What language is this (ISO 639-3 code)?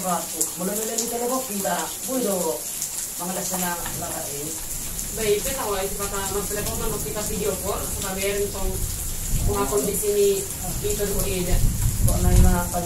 bbc